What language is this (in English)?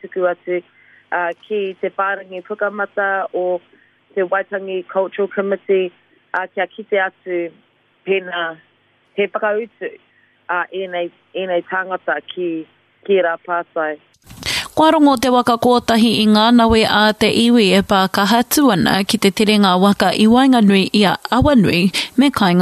Māori